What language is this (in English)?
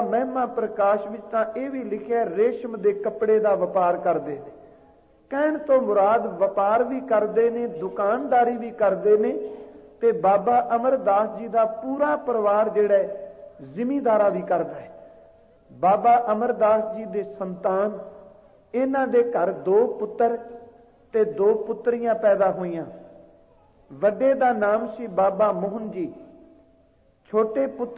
Punjabi